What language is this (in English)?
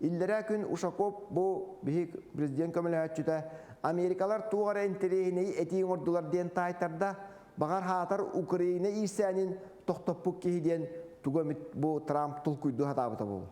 Yakut